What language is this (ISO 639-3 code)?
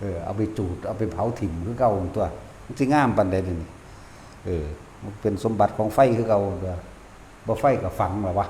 tts